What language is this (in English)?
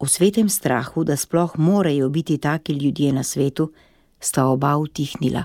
Slovenian